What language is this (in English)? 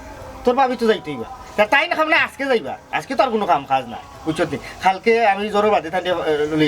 Sylheti